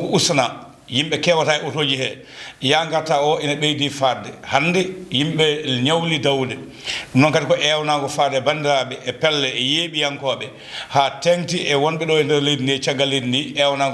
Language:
Fula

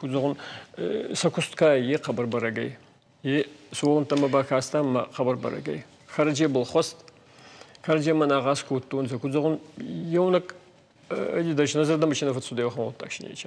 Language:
Ossetic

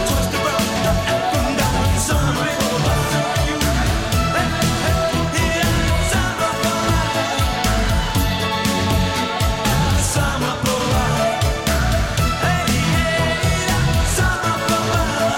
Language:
Danish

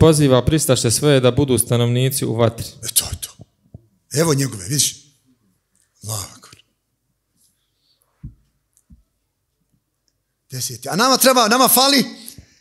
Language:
Bosnian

